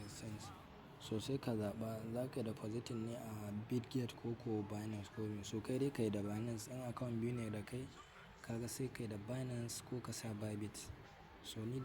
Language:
Hausa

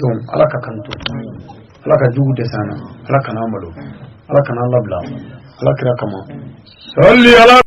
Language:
Bambara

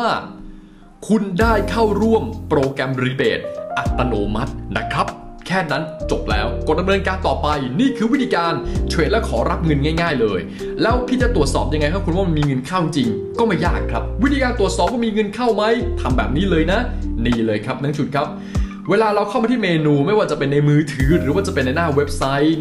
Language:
Thai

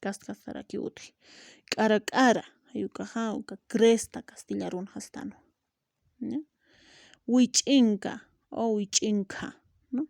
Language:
Aymara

